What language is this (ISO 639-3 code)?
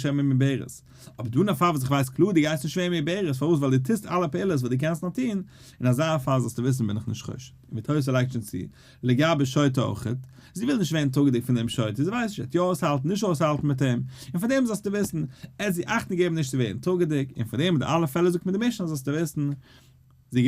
yid